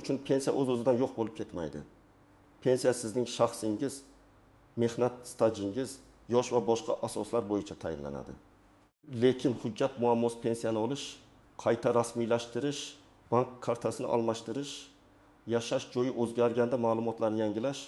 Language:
Uzbek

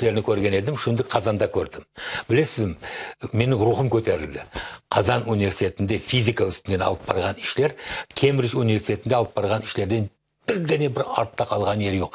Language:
Crimean Tatar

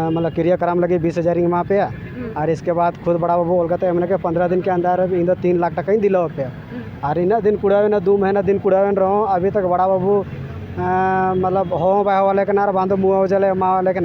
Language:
Santali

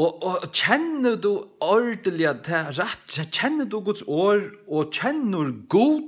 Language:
Faroese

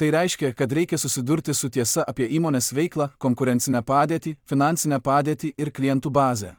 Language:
Lithuanian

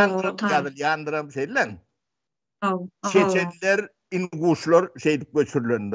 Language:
Turkmen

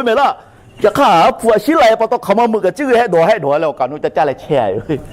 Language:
Lahu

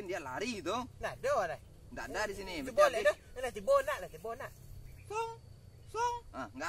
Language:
Minangkabau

